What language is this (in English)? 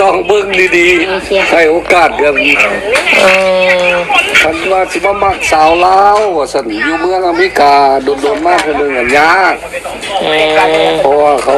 Northeastern Thai